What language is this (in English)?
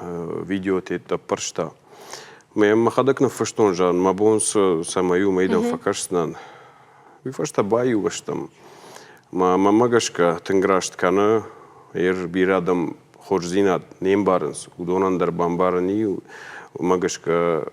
Ossetic